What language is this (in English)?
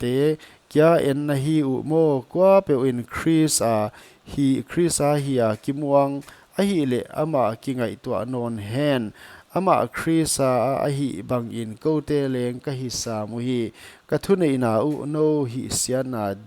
Paite Chin